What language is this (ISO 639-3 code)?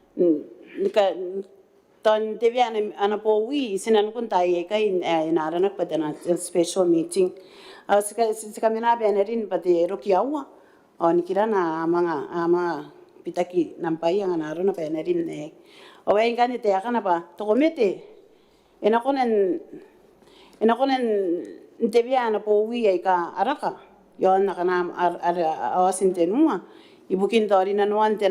gil